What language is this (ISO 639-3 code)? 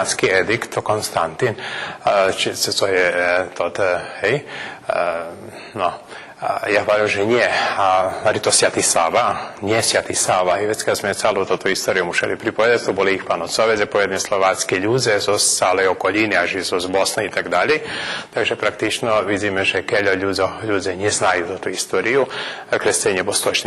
rue